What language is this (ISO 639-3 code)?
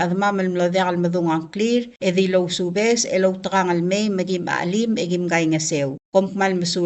pau